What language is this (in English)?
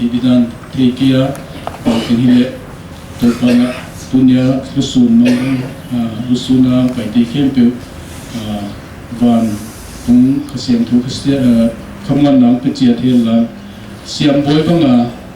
Paite Chin